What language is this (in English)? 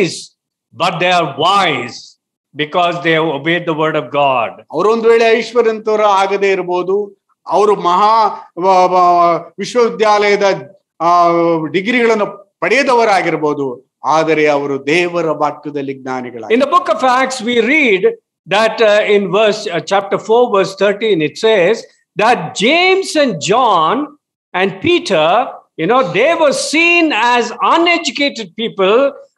Kannada